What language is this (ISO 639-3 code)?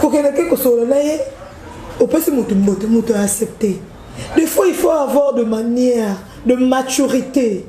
lin